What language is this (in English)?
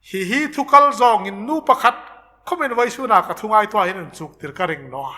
Hmar